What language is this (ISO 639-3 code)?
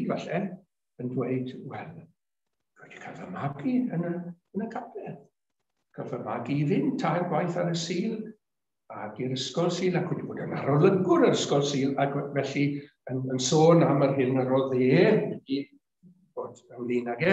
cym